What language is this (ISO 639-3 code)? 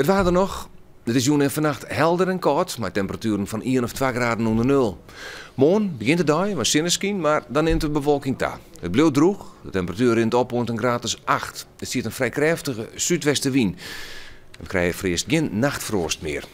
fry